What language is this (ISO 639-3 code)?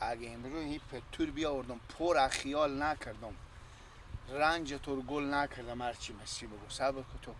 fas